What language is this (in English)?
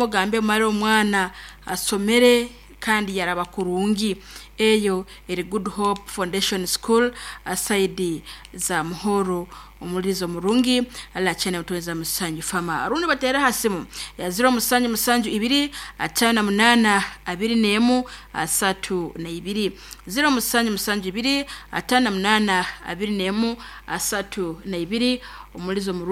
Nyoro